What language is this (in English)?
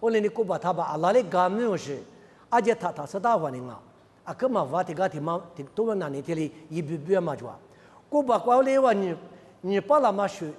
Lisu